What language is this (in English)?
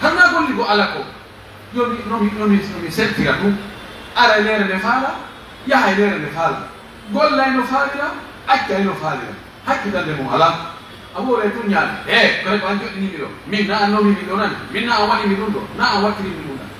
Pular